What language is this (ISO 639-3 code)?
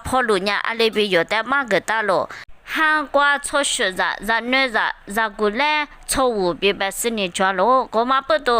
lis